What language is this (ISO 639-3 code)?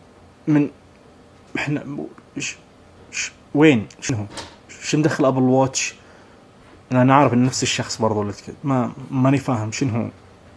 ars